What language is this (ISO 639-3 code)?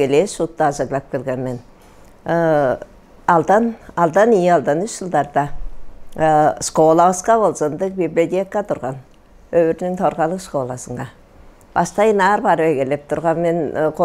tyv